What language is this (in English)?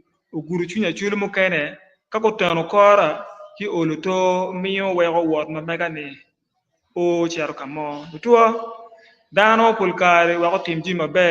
Acoli